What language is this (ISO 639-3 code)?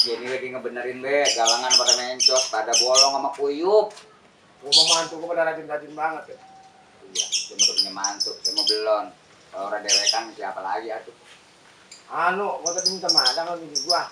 bew